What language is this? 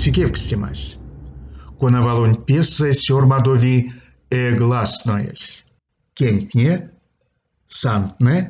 Erzya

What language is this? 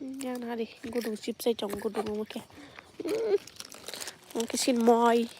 Kok Borok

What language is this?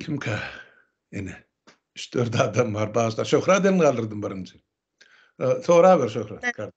Turkmen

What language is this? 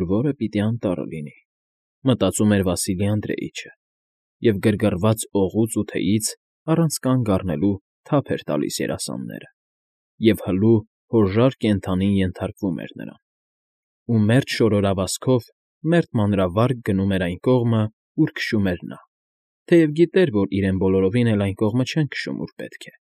Armenian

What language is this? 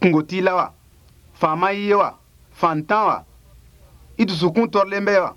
Bambara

